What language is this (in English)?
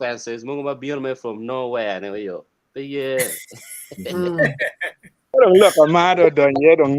Acoli